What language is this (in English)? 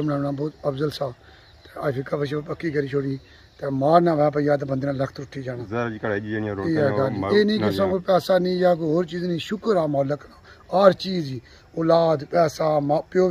Pahari-Potwari